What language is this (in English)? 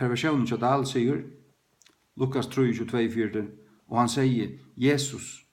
Faroese